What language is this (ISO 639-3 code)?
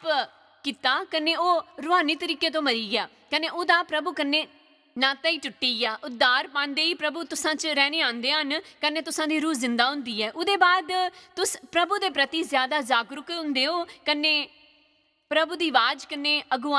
doi